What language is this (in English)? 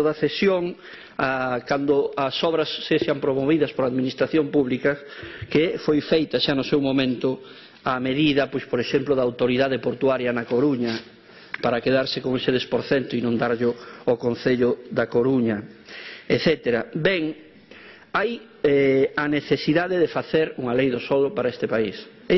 Galician